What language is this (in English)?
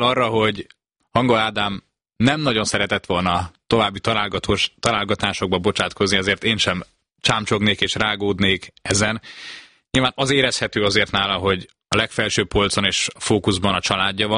Hungarian